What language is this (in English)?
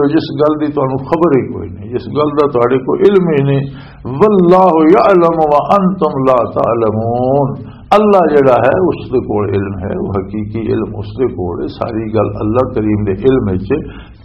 Western Panjabi